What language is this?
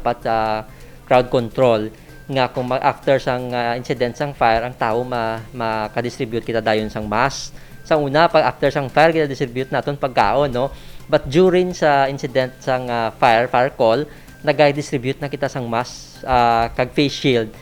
Hiligaynon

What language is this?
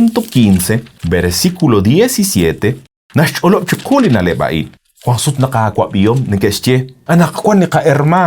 Kekchí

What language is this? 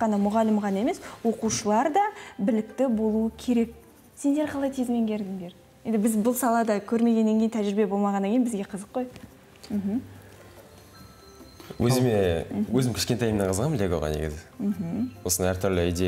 Kazakh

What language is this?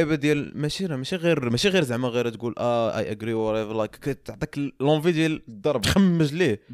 Moroccan Arabic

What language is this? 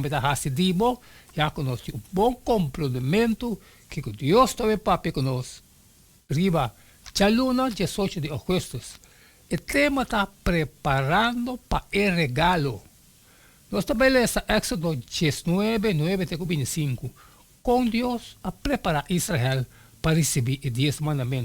Papiamento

